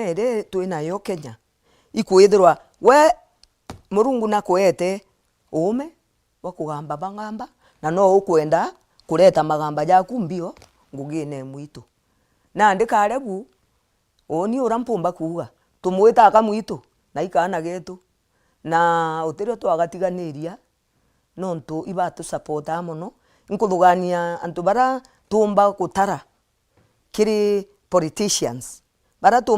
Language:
Meru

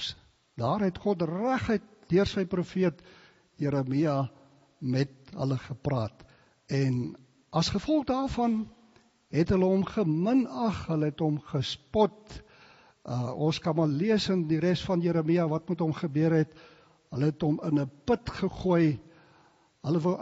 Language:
Afrikaans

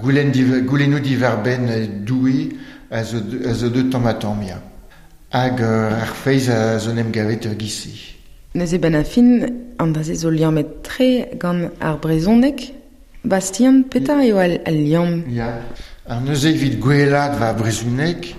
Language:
Breton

